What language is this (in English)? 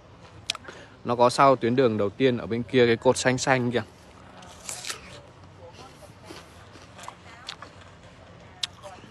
Vietnamese